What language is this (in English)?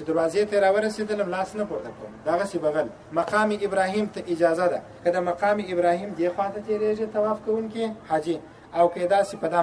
Pashto